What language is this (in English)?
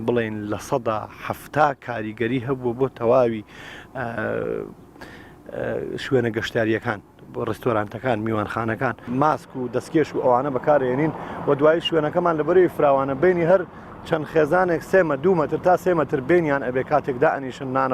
Central Kurdish